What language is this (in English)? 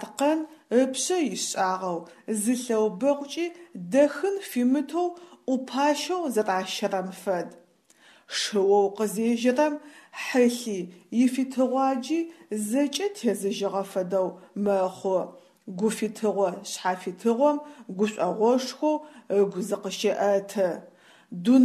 Adyghe